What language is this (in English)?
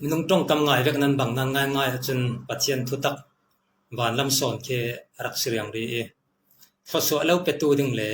Falam Chin